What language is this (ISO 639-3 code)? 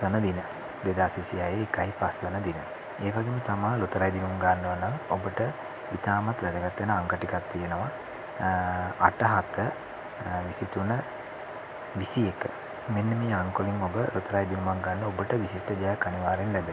sin